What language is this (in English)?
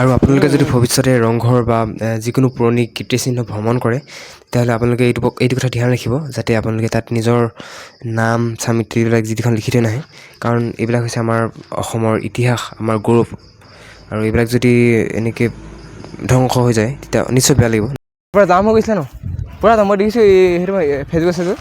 Assamese